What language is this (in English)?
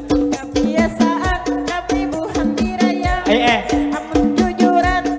Banjar